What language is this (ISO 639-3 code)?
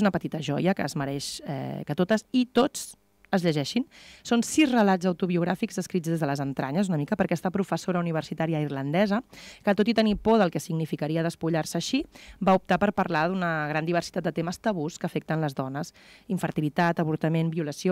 cat